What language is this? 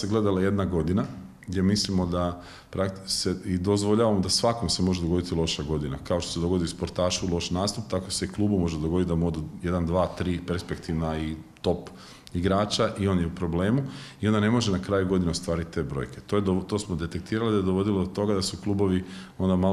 Croatian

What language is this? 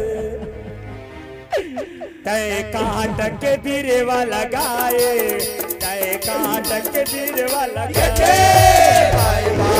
Chhattisgarhi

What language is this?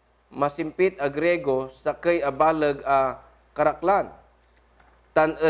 Pangasinan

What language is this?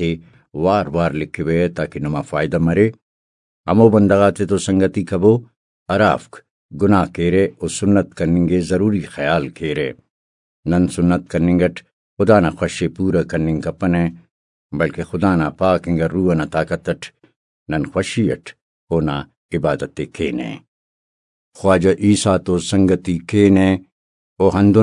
Brahui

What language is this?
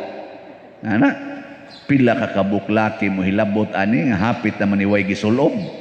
Cebuano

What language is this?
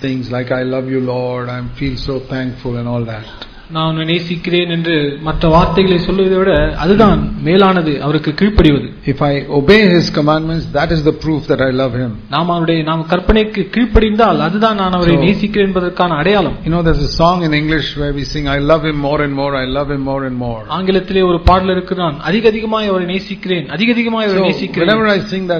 Tamil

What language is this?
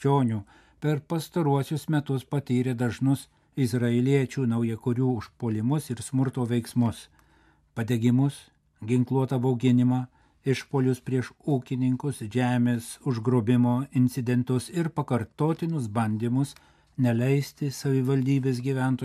Lithuanian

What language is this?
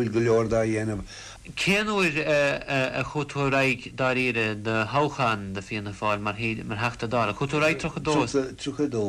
Irish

